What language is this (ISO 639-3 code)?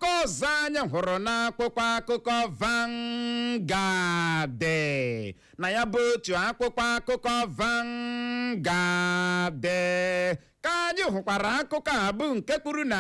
ibo